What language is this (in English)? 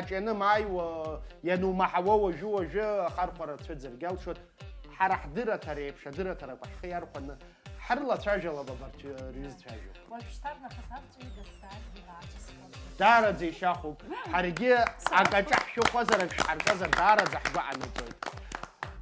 Abkhazian